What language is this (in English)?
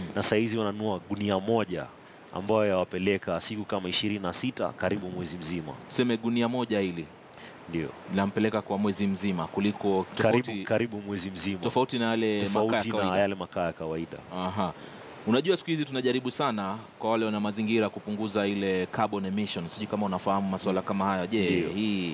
Swahili